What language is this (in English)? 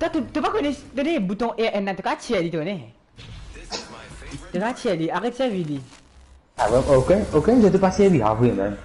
Morisyen